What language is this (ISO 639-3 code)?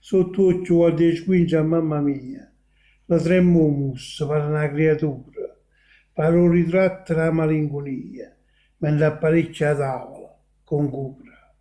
nap